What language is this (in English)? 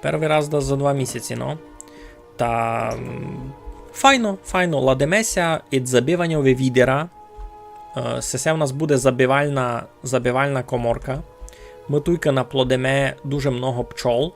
Rusyn